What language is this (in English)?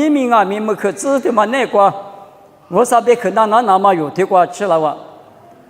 Lisu